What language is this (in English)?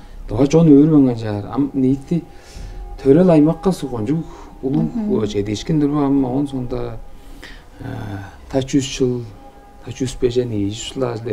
Tuvinian